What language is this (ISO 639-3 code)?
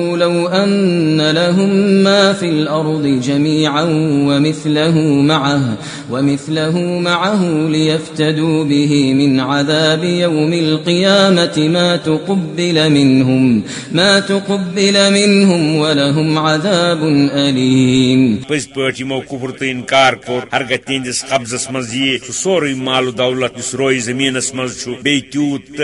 kas